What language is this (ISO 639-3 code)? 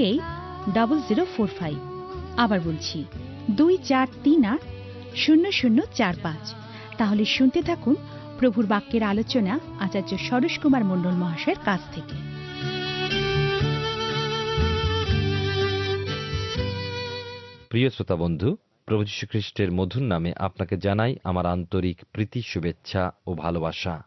ben